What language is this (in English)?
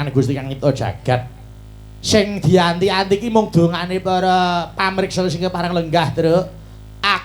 Javanese